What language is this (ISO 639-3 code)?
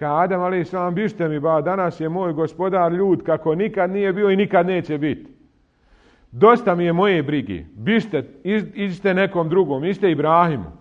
bos